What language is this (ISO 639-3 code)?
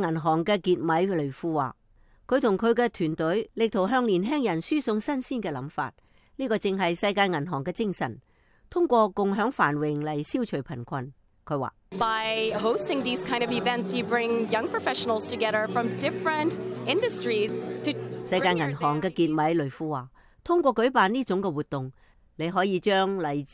yue